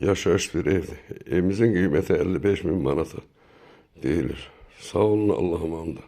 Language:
Azerbaijani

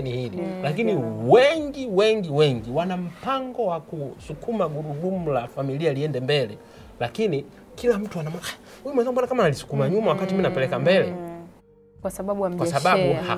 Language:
Swahili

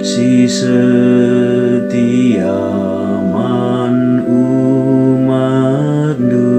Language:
Batak Karo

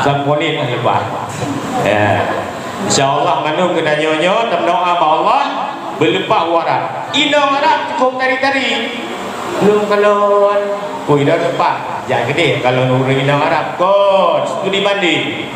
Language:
Achinese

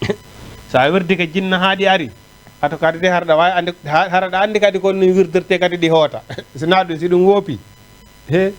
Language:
Fula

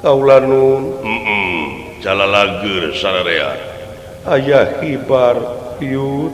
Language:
Sundanese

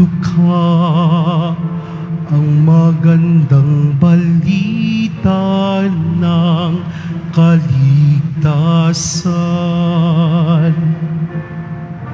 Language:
Filipino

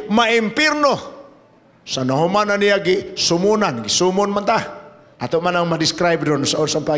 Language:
Cebuano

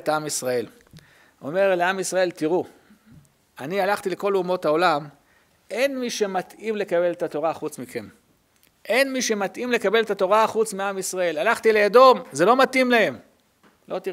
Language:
Hebrew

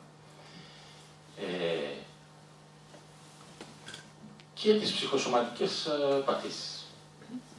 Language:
Greek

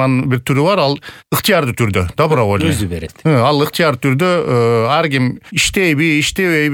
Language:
Kyrgyz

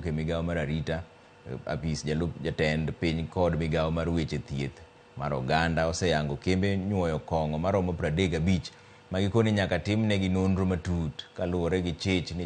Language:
Luo (Kenya and Tanzania)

